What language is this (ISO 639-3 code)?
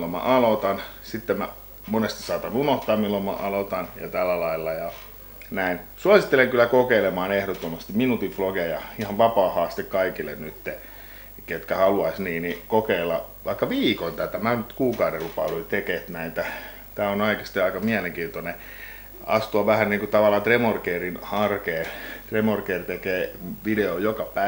fin